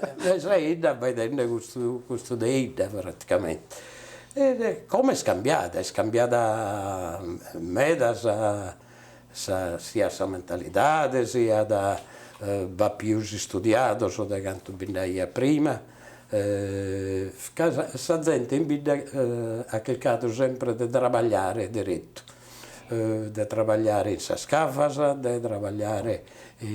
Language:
Sardinian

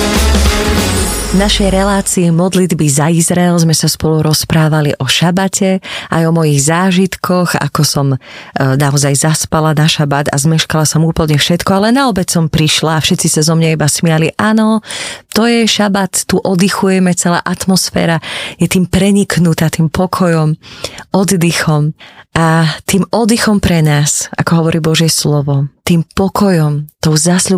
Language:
Slovak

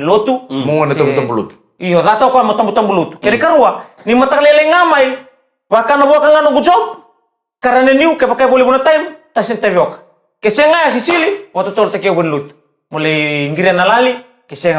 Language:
Fijian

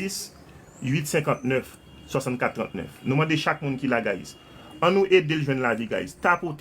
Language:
Haitian Creole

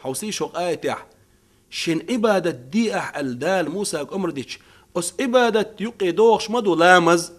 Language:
Chechen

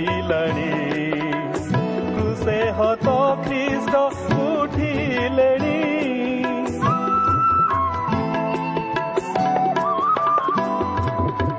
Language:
Odia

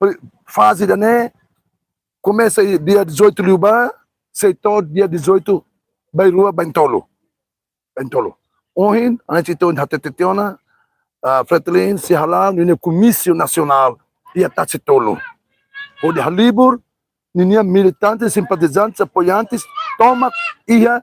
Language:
Tetum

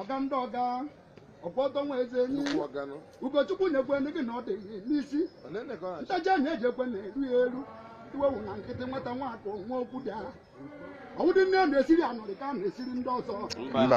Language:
Igbo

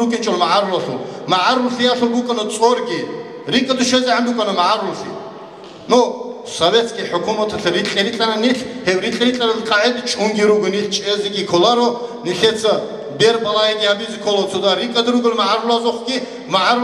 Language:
Avaric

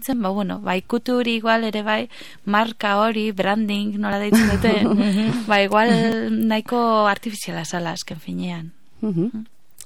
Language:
Basque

